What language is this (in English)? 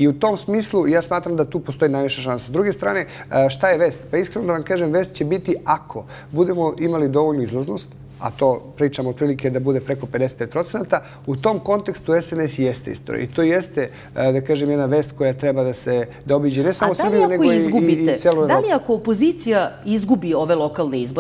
Serbian